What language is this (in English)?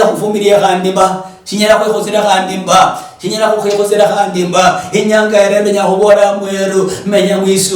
Luyia